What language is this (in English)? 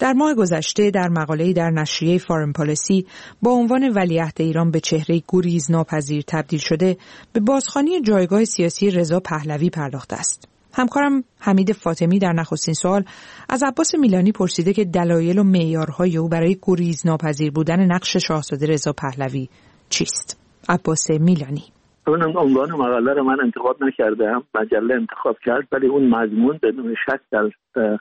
Persian